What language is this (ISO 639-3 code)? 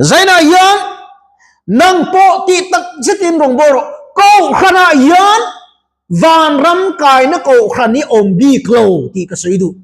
lus